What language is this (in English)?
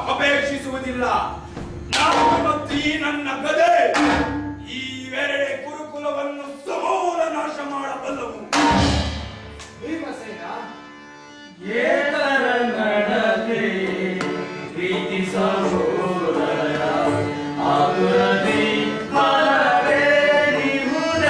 Kannada